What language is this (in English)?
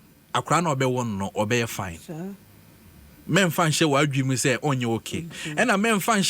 Akan